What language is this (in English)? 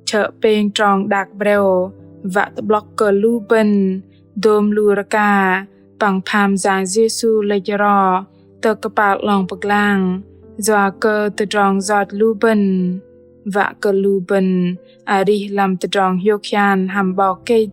Bahnar